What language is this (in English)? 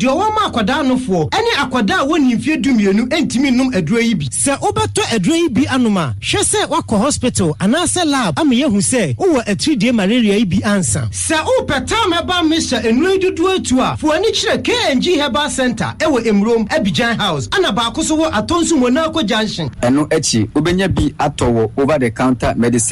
Akan